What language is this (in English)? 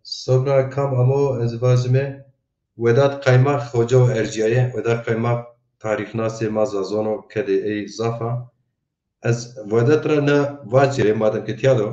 Zaza